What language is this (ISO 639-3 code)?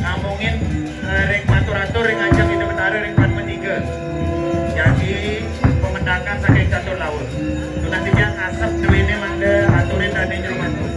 ban